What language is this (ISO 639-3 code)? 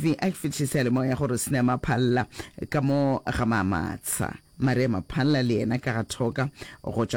nso